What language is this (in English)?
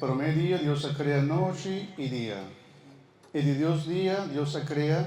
Papiamento